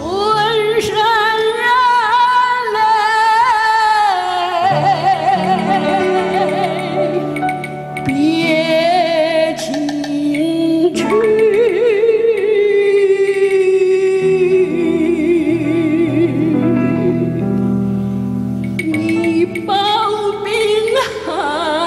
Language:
Chinese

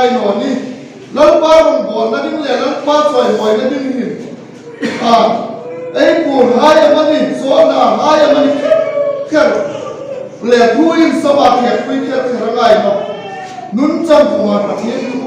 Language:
Hmar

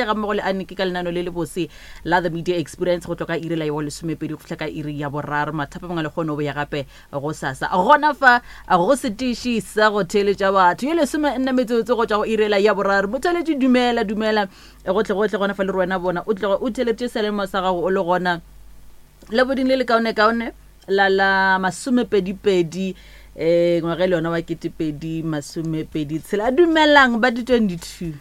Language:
Northern Sotho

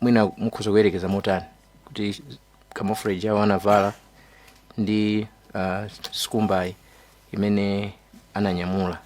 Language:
Nyanja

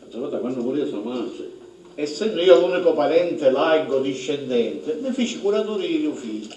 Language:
Sicilian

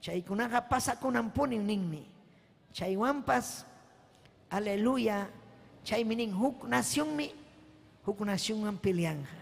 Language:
Ayacucho Quechua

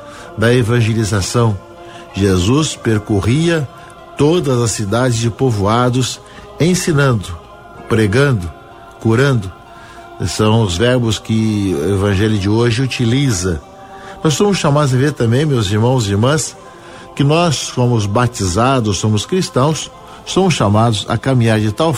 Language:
Portuguese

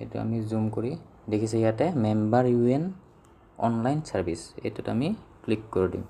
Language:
Assamese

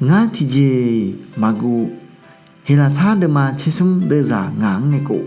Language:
Akha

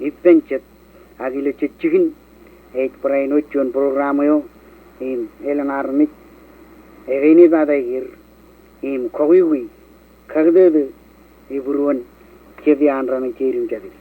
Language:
Marshallese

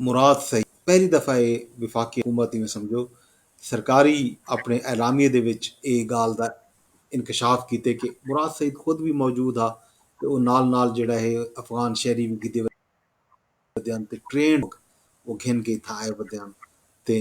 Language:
Saraiki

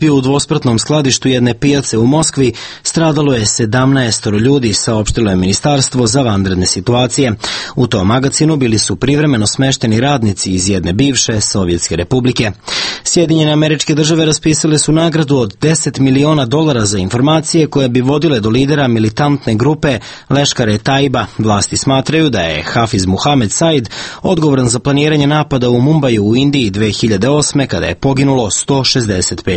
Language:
Serbian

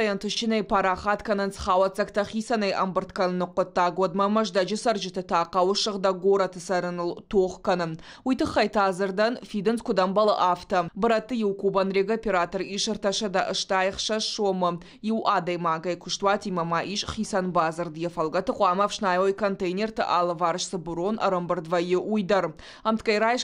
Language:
Ossetic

